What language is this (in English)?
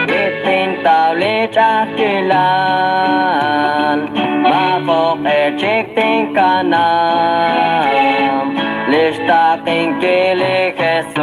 Kekchí